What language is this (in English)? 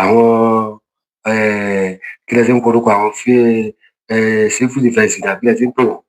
Yoruba